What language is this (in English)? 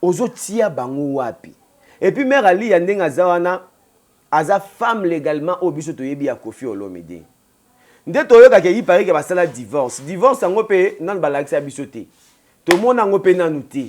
Lingala